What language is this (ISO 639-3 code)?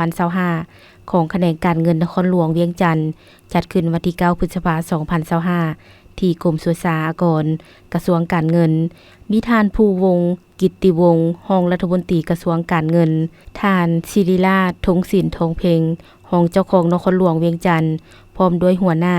lao